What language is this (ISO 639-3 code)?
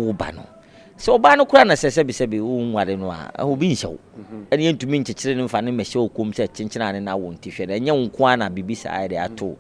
aka